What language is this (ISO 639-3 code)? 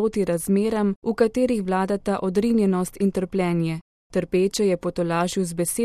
slv